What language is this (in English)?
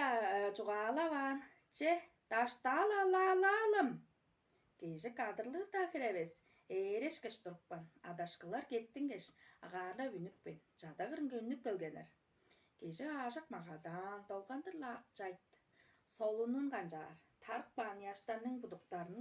Tuvinian